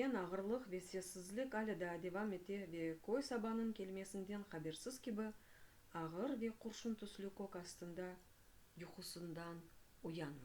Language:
Crimean Tatar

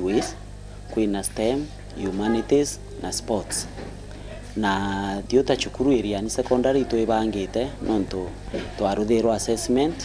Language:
Meru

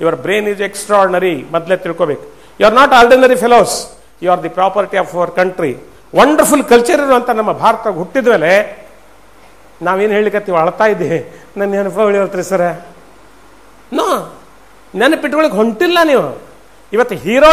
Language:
Kannada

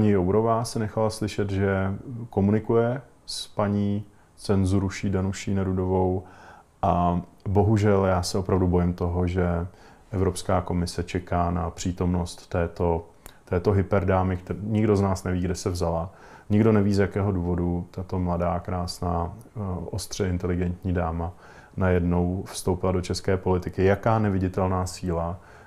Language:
Czech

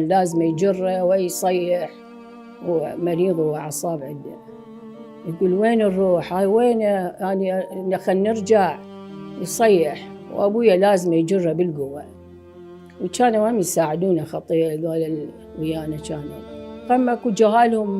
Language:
Mesopotamian Arabic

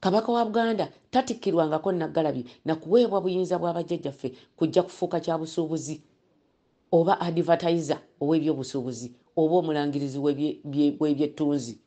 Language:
Ganda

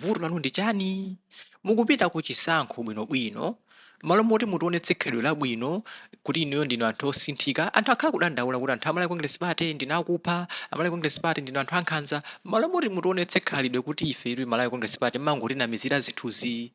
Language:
Nyanja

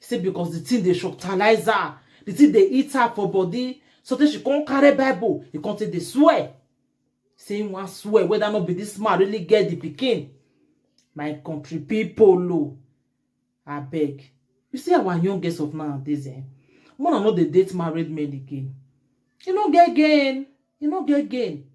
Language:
Nigerian Pidgin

